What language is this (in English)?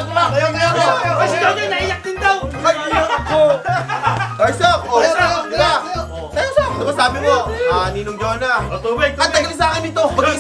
Filipino